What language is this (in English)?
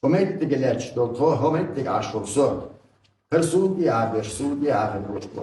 Chechen